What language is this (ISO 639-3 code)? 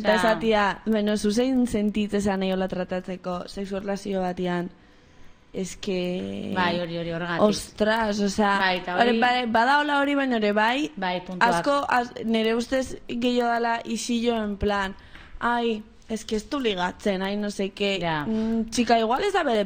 eus